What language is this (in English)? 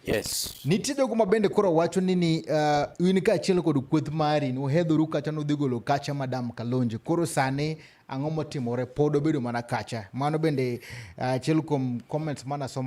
Luo (Kenya and Tanzania)